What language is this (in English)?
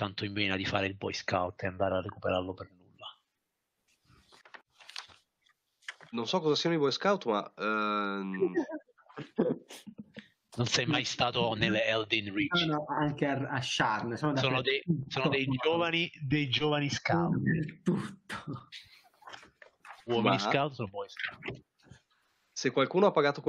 Italian